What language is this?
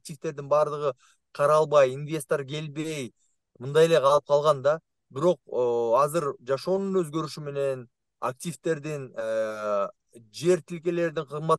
Kyrgyz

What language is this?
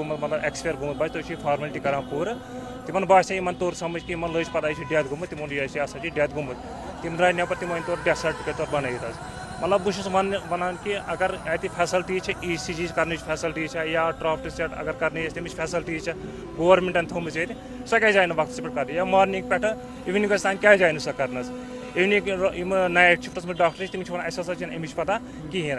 Kashmiri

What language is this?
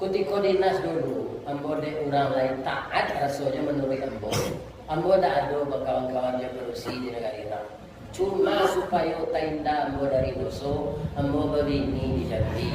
Minangkabau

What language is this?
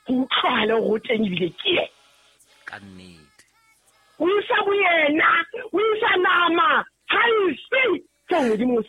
Southern Sotho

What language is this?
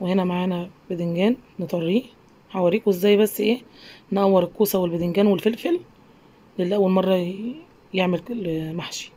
Egyptian Arabic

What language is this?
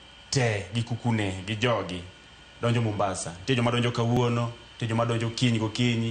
Luo (Kenya and Tanzania)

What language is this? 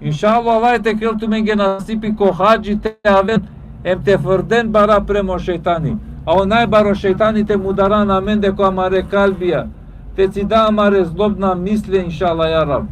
Balkan Romani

